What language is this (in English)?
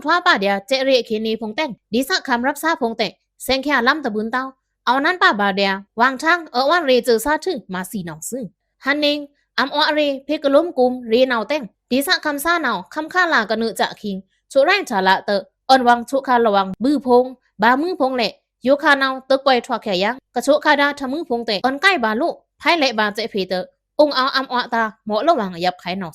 Pa'o Karen